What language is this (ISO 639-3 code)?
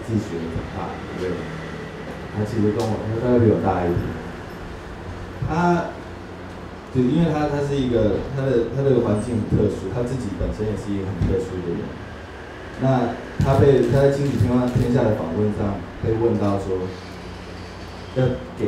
zho